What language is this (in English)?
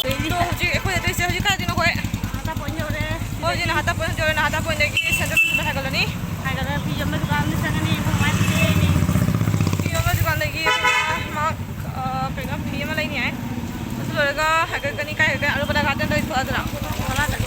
Manipuri